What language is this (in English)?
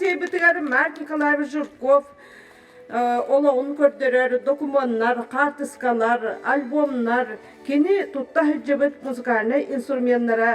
Yakut